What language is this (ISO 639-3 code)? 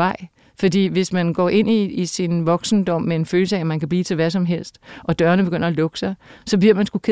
dan